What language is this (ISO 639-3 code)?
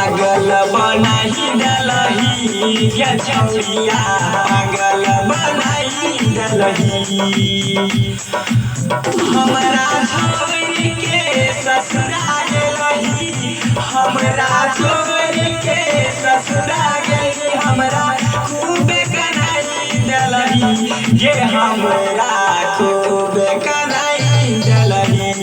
mai